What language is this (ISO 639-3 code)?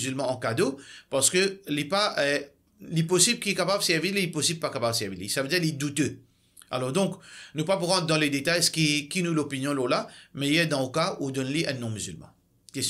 mfe